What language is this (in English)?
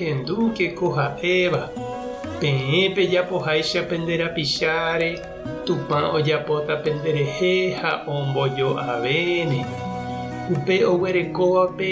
Guarani